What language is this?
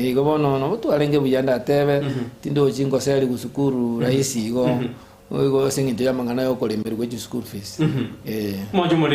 Gusii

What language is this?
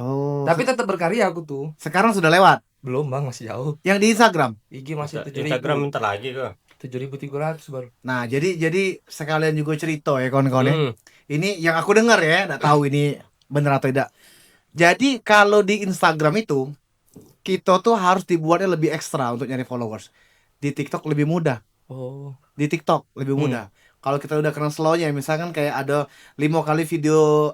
Musi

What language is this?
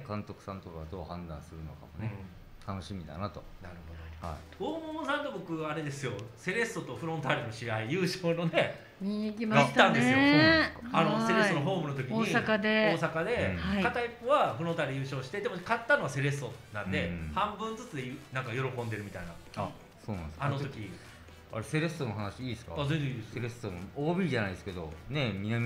Japanese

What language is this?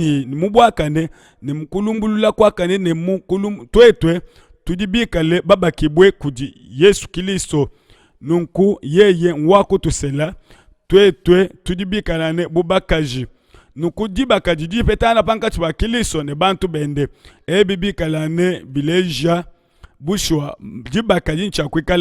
Luba-Lulua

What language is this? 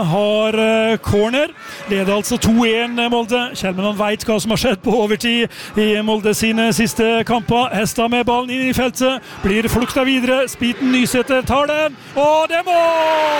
Norwegian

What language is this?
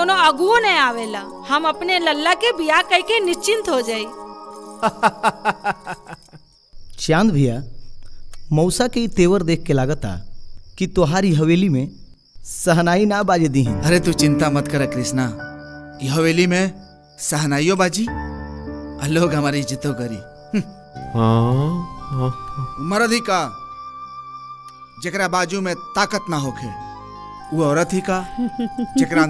Bhojpuri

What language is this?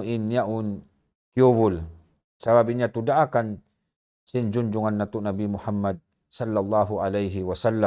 Tausug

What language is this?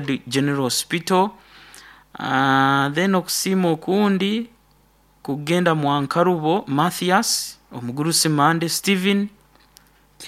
Nyoro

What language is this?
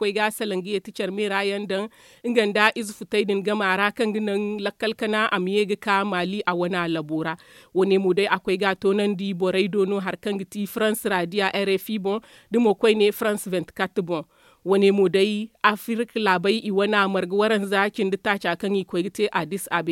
Zarma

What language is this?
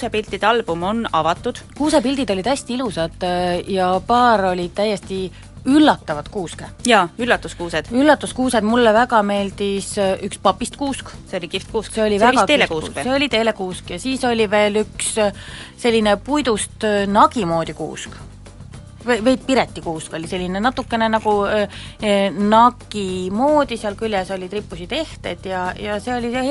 Estonian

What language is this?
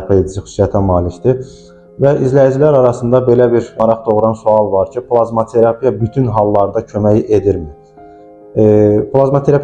Azerbaijani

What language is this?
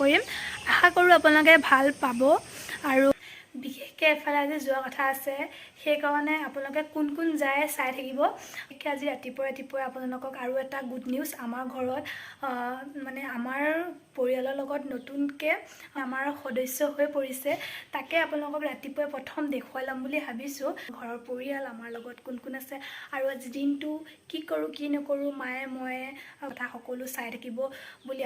Assamese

